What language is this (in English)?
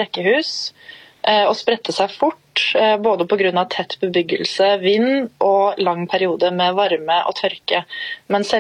Swedish